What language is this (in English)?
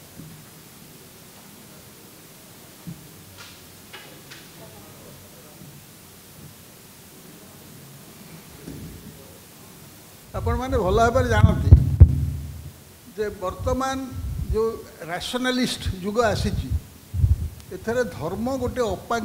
Odia